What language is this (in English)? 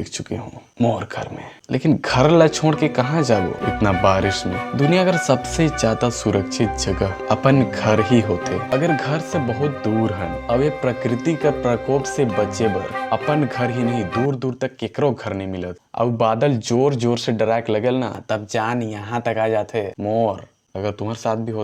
Chhattisgarhi